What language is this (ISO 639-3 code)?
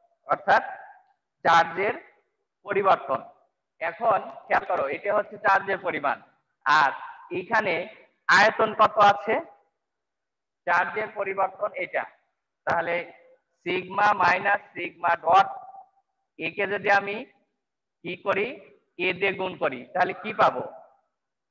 ben